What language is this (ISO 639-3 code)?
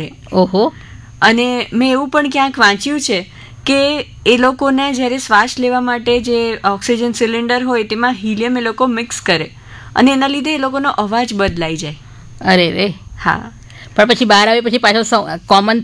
guj